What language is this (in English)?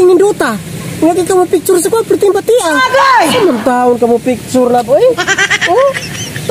Cebuano